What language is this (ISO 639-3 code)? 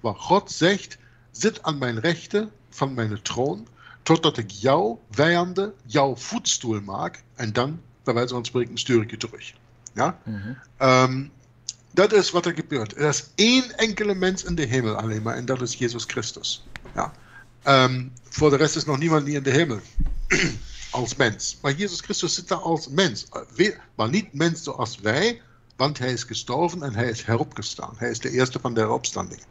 nld